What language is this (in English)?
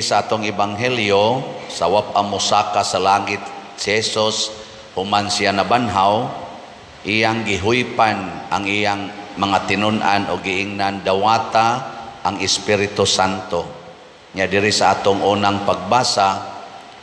Cebuano